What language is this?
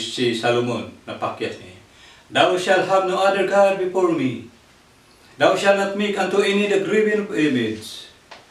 Cebuano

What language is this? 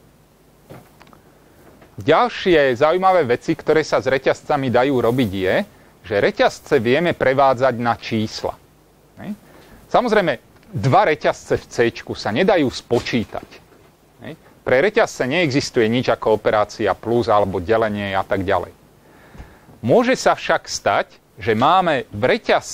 Slovak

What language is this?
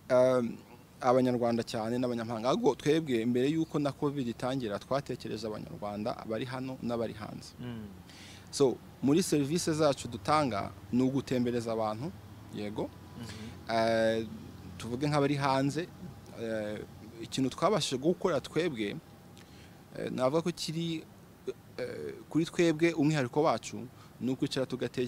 Kinyarwanda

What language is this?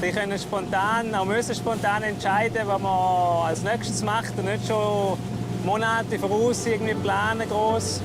Swiss German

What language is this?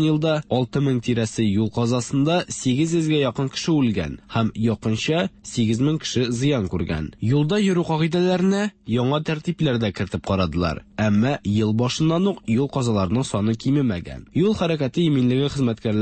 Tatar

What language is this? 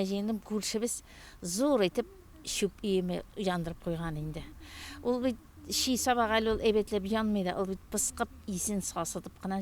Tatar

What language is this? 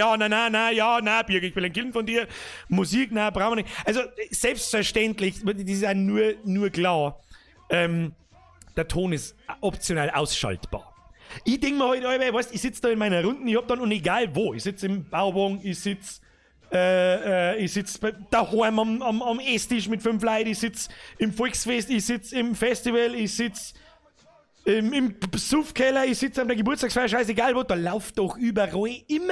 Bavarian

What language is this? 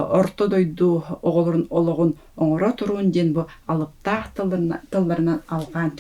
Yakut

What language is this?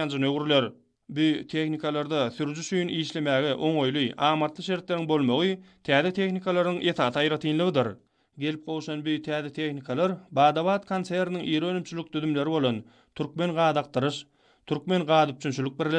Turkmen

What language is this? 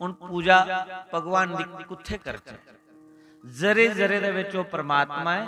Dogri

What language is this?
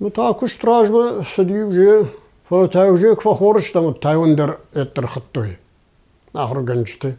Ossetic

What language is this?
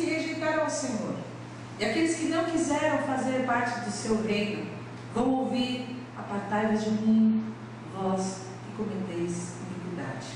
Portuguese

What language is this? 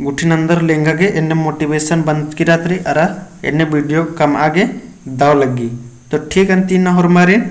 Kurukh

